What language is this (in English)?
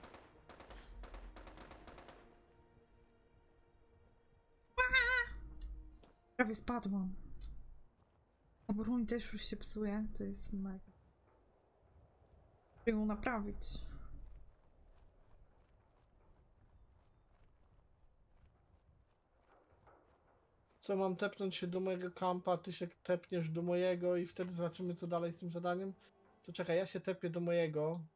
Polish